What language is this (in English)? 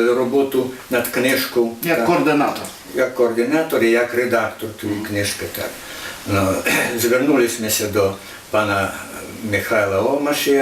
Rusyn